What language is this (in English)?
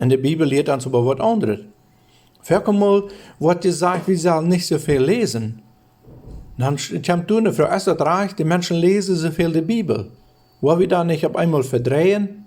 Plautdietsch